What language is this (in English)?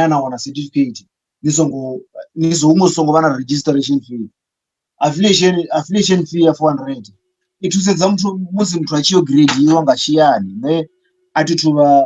Venda